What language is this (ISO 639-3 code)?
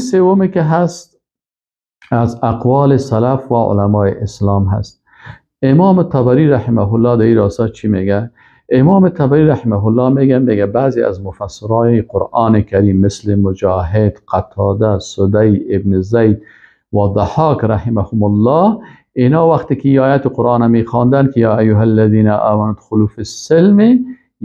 fas